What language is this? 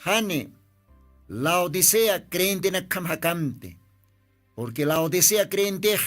Aymara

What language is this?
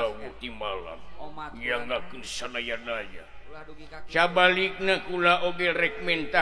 Sundanese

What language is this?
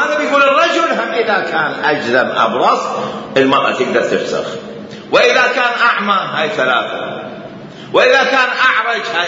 Mesopotamian Arabic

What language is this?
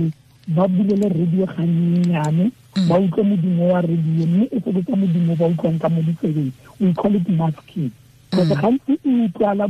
Tswana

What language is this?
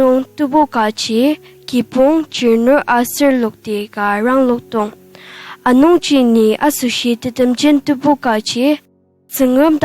Ao Naga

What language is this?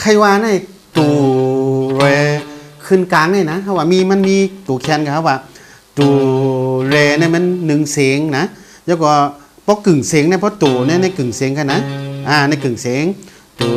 Shan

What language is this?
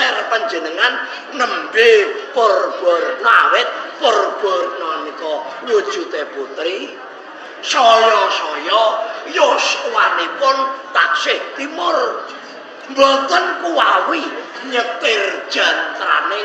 Javanese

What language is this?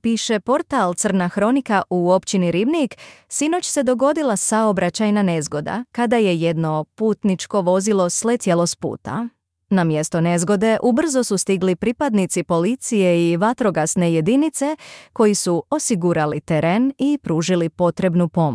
Serbian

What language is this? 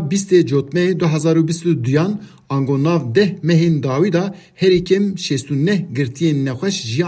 Kurdish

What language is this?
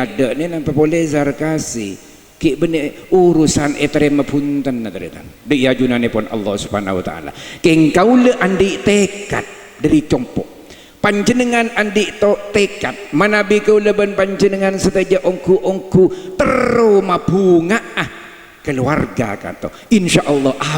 Madurese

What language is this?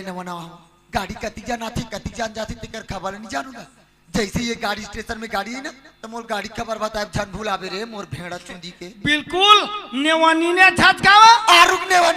Chhattisgarhi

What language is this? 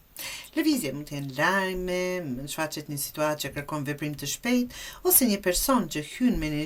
Albanian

